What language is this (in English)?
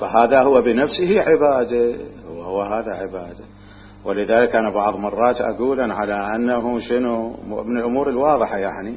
Mesopotamian Arabic